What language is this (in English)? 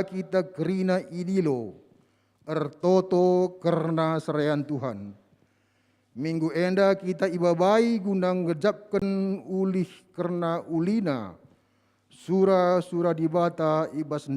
Batak Karo